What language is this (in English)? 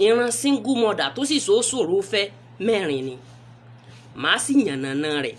Yoruba